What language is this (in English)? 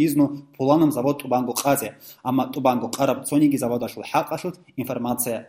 Avaric